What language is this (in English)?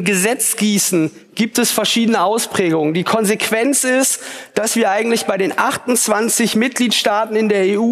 German